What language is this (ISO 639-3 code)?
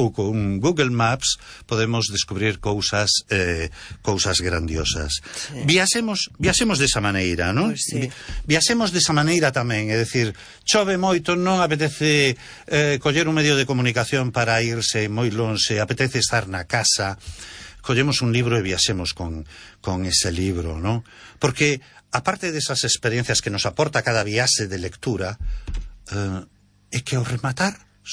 glg